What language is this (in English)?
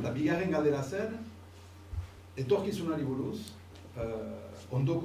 Basque